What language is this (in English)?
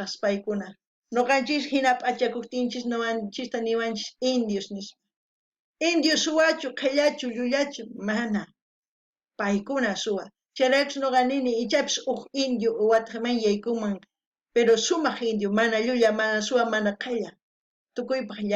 South Bolivian Quechua